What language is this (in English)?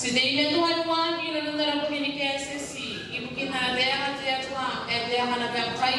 Gilbertese